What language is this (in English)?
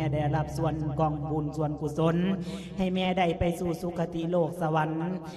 Lao